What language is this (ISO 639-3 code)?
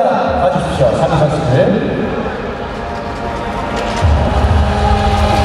kor